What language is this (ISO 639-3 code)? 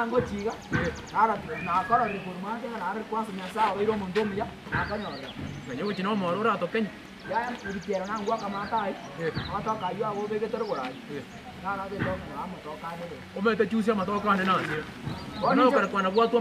guz